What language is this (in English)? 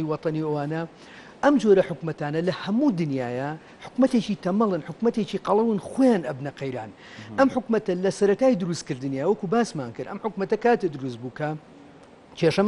Central Kurdish